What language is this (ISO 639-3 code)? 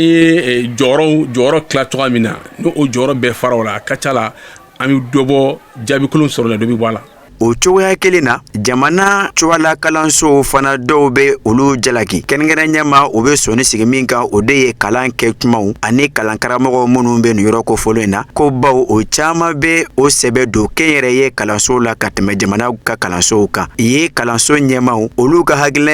bam